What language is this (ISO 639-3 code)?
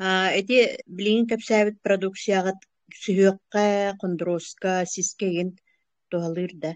sah